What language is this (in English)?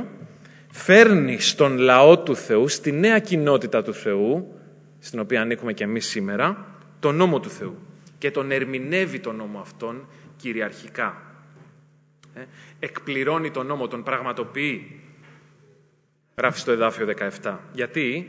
Greek